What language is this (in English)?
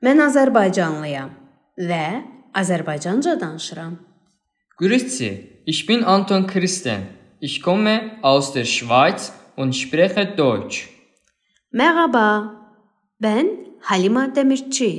Azerbaijani